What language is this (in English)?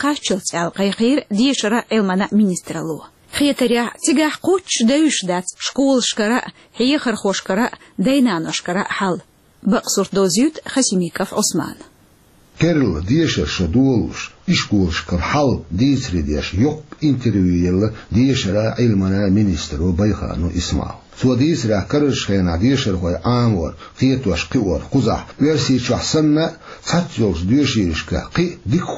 Chechen